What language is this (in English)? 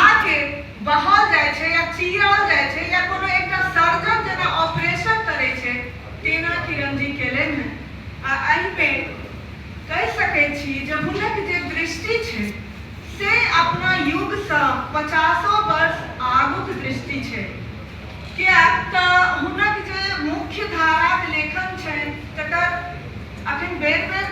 Maithili